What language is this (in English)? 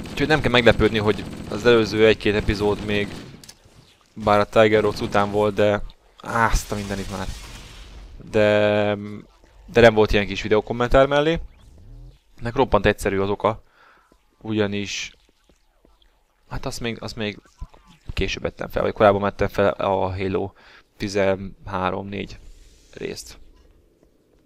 Hungarian